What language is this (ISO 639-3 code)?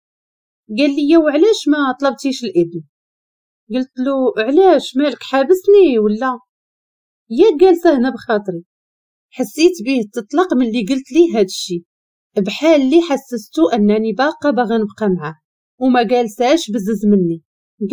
ary